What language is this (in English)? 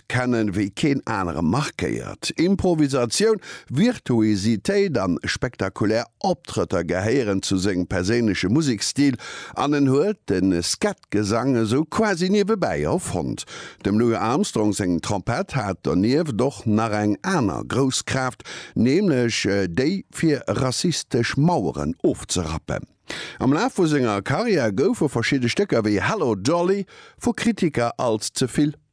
Luxembourgish